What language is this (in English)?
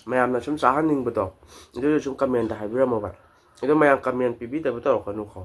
Manipuri